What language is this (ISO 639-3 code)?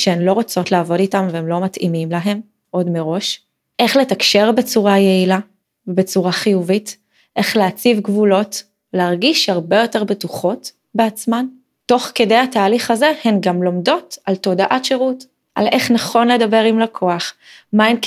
heb